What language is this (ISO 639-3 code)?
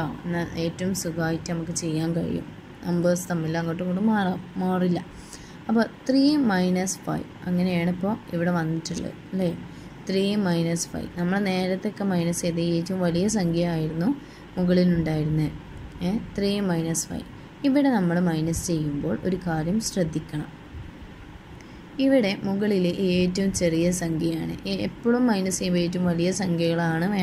mal